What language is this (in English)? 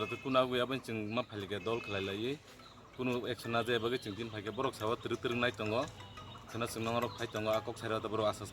Kok Borok